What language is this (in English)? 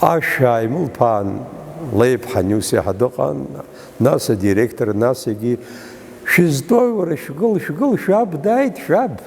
Abkhazian